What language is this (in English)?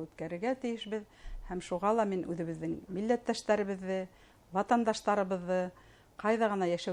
Bashkir